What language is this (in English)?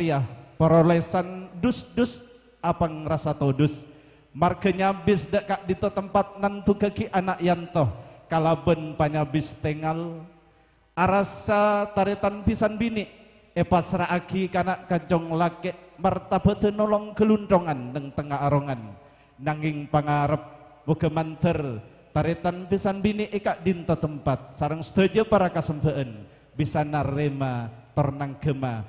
Madurese